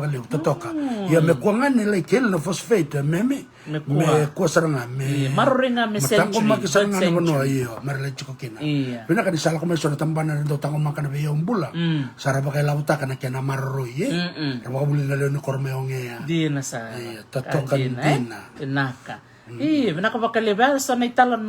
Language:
Fijian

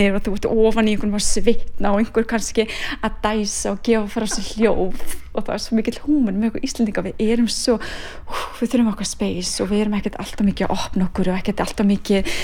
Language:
Icelandic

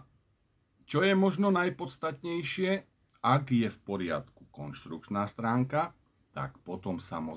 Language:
Slovak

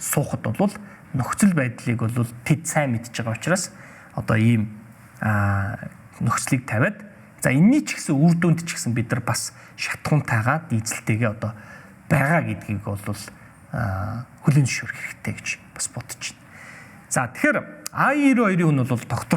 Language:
Mongolian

